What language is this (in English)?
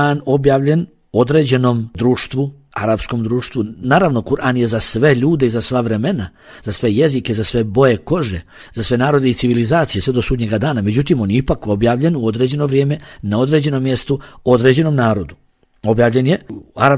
Bosnian